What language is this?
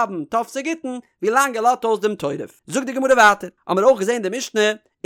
Yiddish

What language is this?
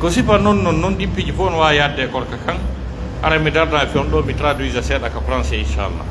Pular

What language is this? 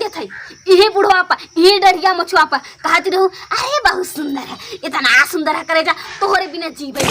Awadhi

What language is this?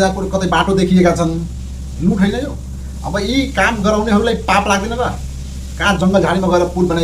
Nepali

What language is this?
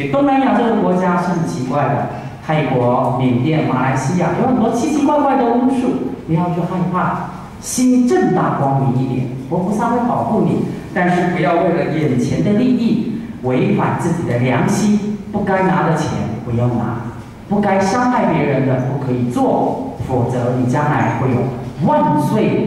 Chinese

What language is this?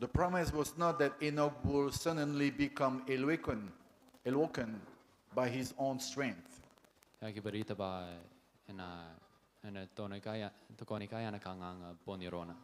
Gilbertese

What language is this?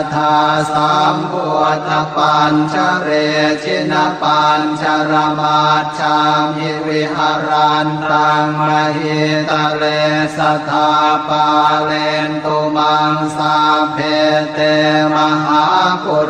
Pali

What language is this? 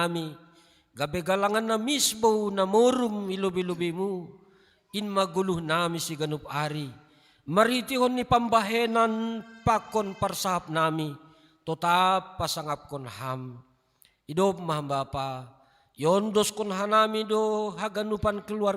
Batak Simalungun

